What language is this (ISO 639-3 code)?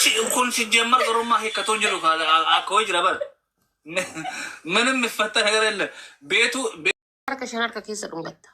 orm